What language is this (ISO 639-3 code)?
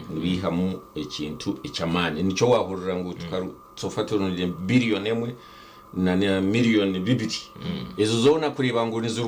nyn